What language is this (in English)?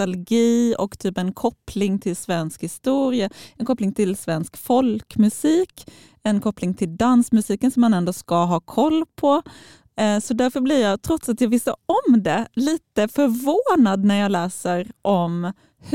Swedish